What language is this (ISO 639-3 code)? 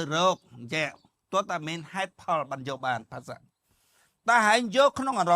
khm